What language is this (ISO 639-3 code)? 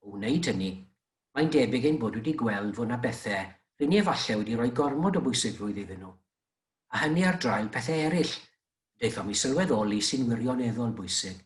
cym